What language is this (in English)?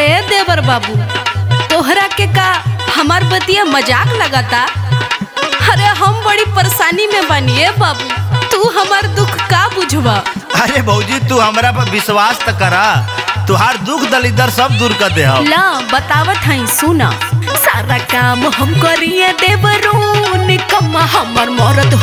Bhojpuri